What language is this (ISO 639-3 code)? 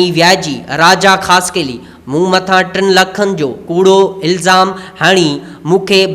snd